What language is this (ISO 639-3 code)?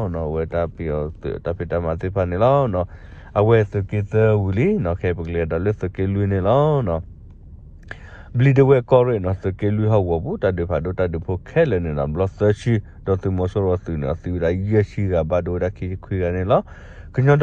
ksw